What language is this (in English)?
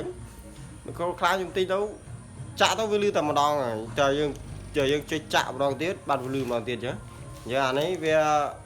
Khmer